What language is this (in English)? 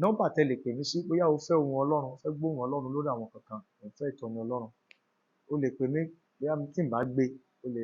Yoruba